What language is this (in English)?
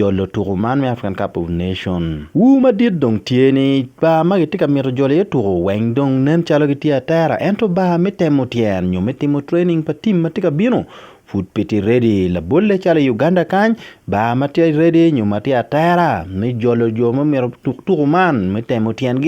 Acoli